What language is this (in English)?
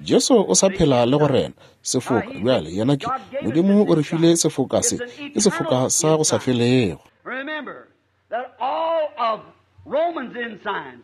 Northern Sotho